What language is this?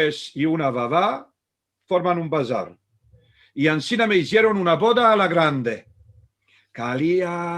Ladino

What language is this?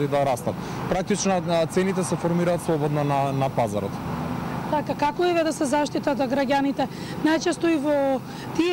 Macedonian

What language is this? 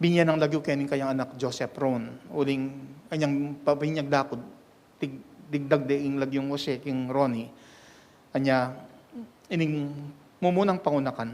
Pampanga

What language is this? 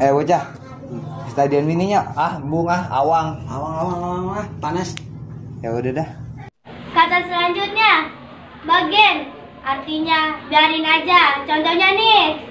Betawi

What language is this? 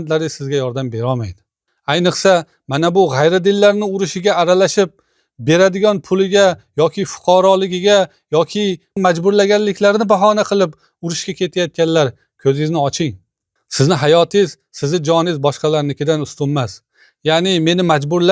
Uzbek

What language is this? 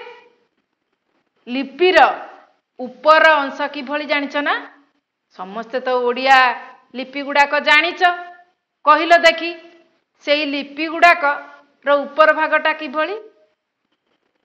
Odia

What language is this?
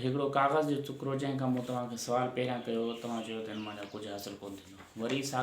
Sindhi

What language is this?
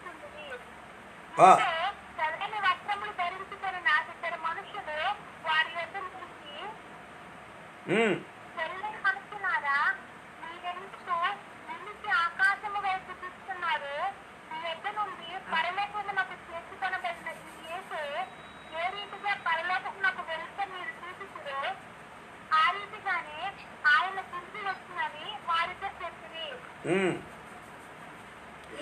Telugu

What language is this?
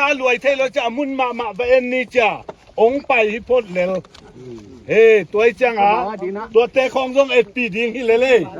Tedim Chin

